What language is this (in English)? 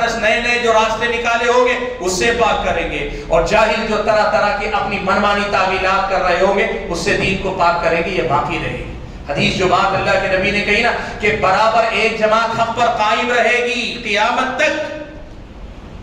Urdu